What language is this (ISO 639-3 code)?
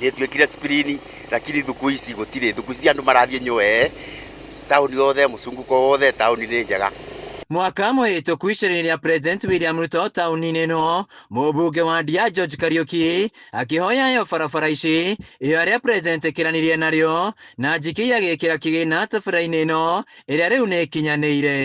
kik